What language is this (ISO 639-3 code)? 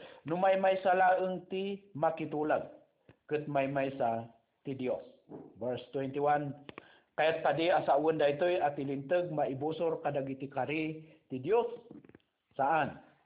ilo